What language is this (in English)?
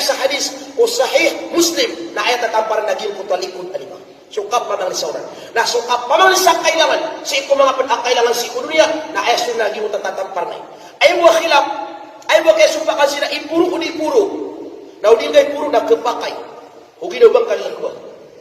Maranao